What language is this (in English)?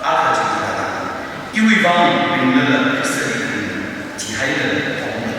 Tangkhul Naga (India)